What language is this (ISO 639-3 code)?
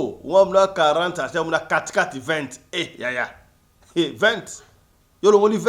lin